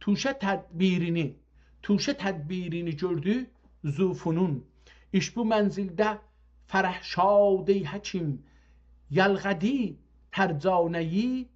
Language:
South Azerbaijani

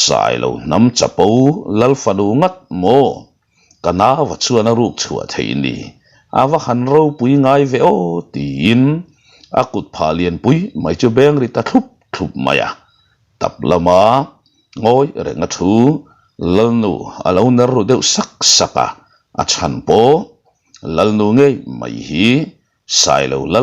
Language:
Mizo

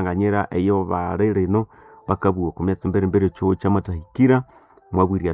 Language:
Nande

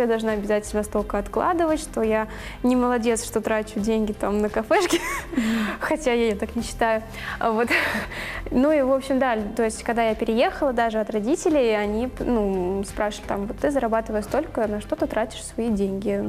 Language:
Russian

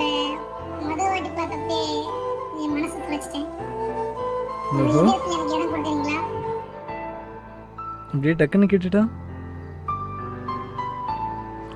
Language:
Tamil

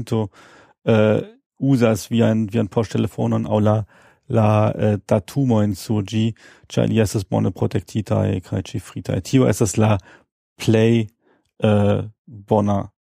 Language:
Esperanto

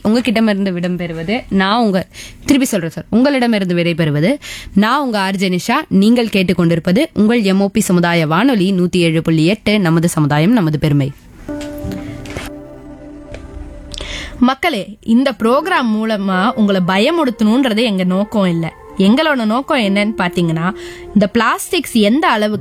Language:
Tamil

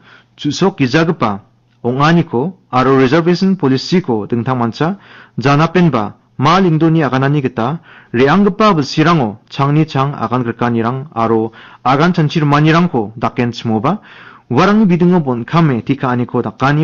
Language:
Garo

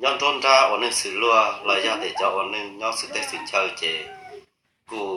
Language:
Hmong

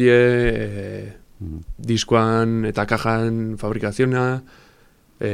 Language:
Basque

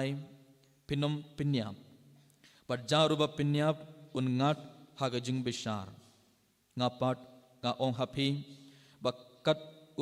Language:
Khasi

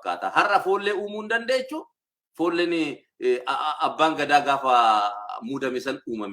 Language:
Oromo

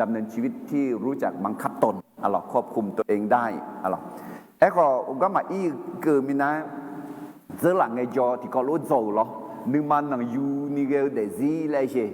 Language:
Akha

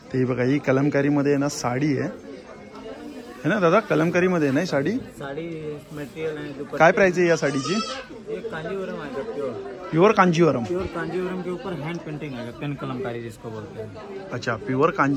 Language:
Marathi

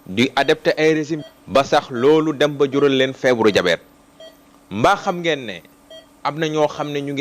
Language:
Wolof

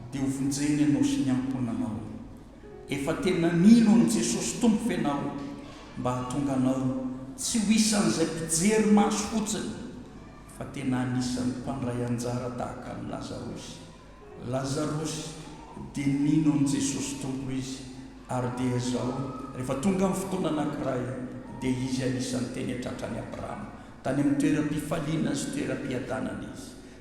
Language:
Malagasy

